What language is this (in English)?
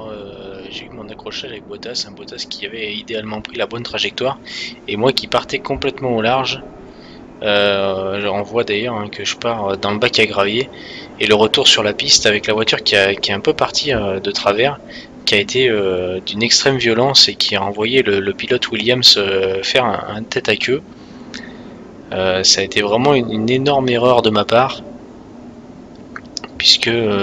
French